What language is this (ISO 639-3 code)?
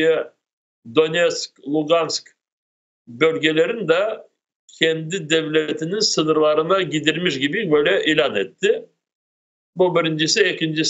crh